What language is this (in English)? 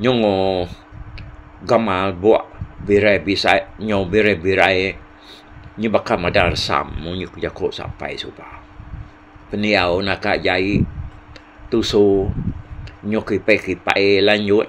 Iban